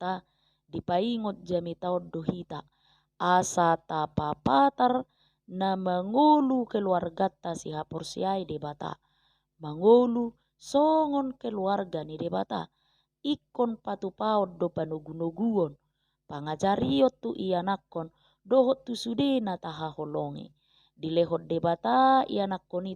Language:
Batak Toba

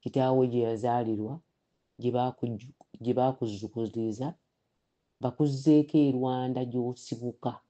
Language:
Ganda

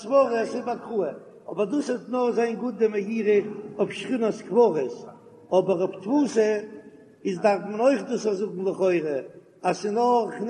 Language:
Yiddish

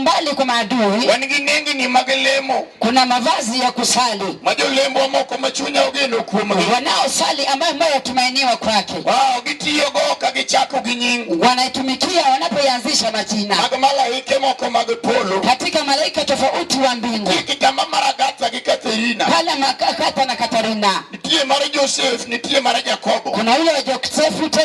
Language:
Luo (Kenya and Tanzania)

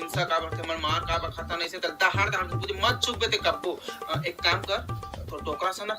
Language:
Chhattisgarhi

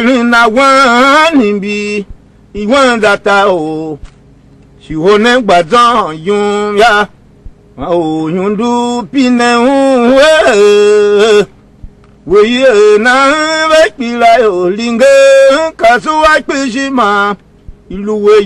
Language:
Tiv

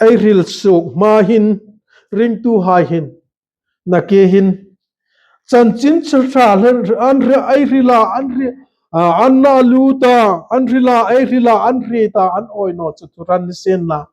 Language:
Hmar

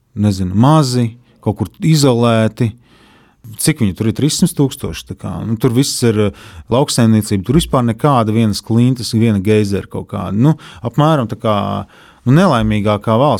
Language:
Latvian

